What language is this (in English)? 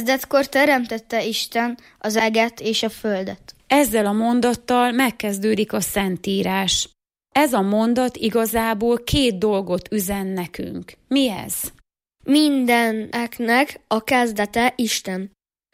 Hungarian